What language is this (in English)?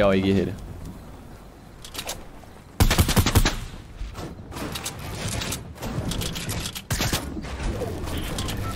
Portuguese